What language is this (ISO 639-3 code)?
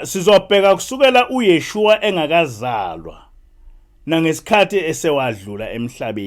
zul